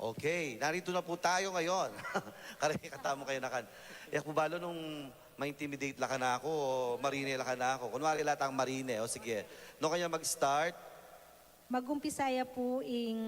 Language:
Pampanga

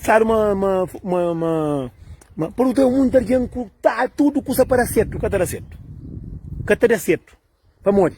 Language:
Kabuverdianu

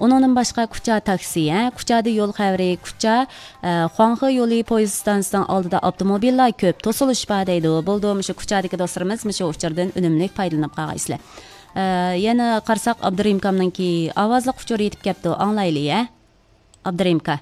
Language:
Uyghur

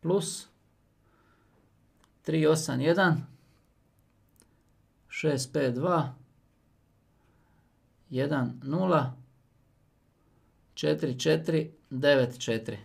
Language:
Croatian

